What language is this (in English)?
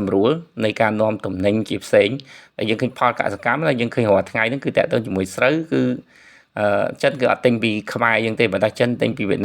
Khmer